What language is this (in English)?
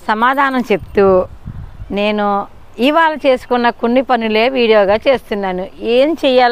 Telugu